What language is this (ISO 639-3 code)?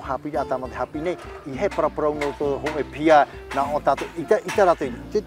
tah